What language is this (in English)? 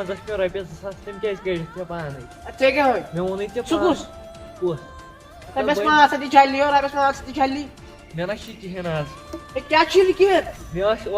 Kashmiri